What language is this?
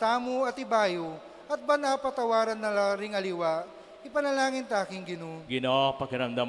Pampanga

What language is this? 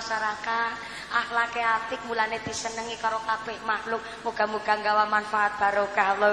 Javanese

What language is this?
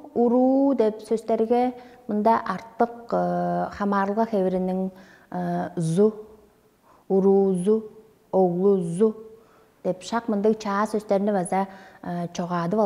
Tuvinian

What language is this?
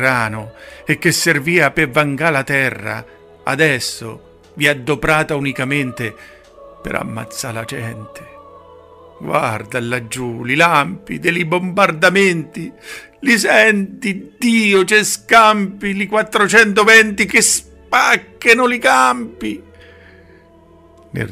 Italian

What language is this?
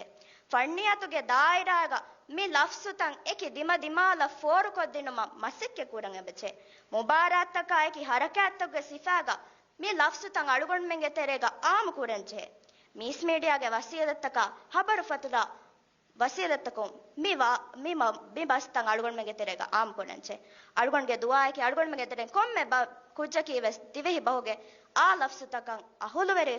Divehi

